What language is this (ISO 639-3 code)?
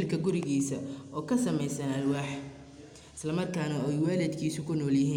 som